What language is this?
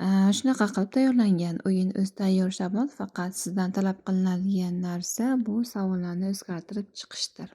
Uzbek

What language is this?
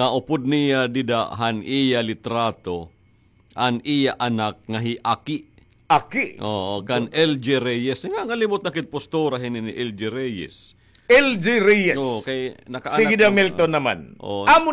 Waray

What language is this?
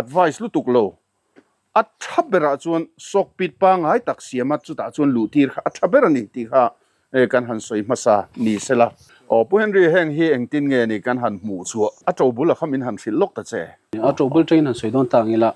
Mizo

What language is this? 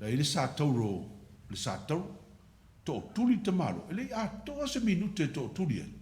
Samoan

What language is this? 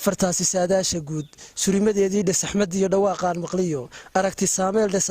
Somali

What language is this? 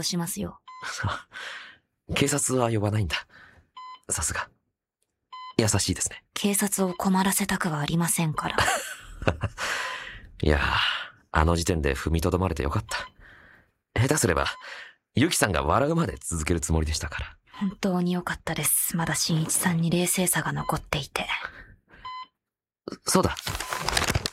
Japanese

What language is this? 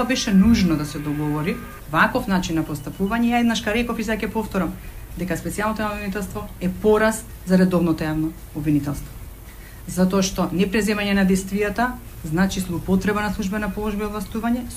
Macedonian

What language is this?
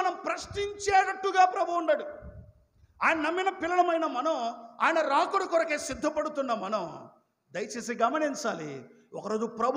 Telugu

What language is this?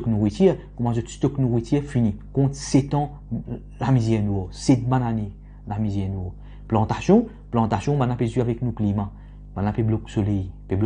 Morisyen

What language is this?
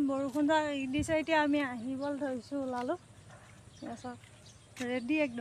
Assamese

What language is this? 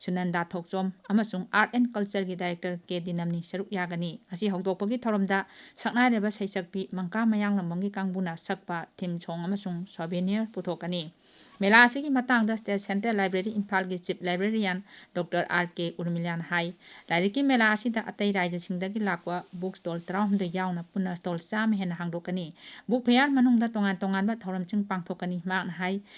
Manipuri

